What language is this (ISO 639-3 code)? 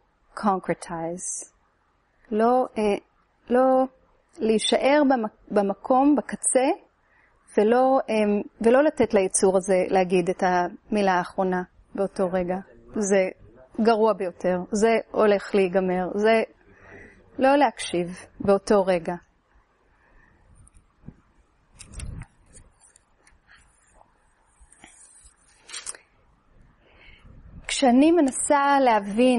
heb